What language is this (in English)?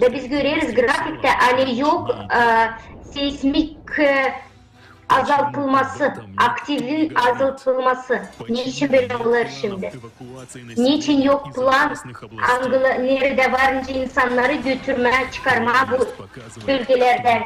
Gagauz